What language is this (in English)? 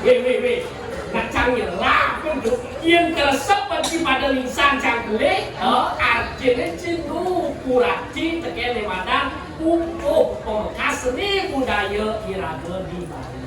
Balinese